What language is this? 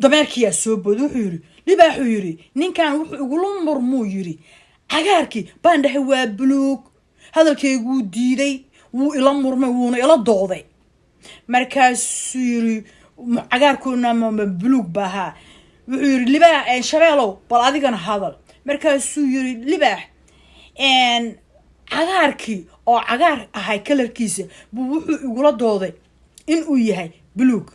Somali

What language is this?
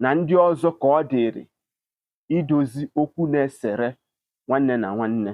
Igbo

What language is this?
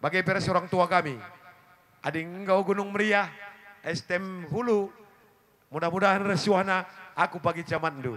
Batak Karo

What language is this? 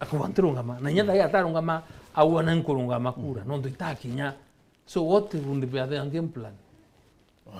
Meru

